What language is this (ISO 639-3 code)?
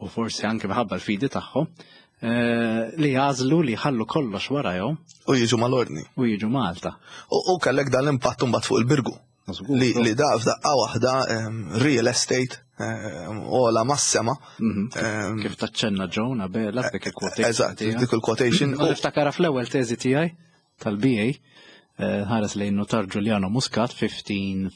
mlt